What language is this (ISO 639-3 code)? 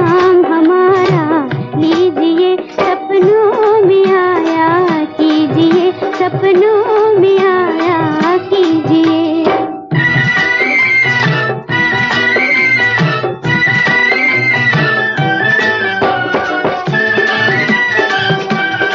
hin